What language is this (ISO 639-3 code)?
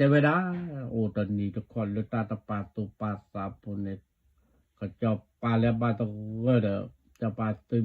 ksw